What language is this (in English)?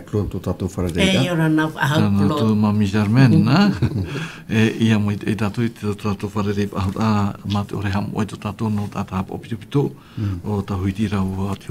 Tahitian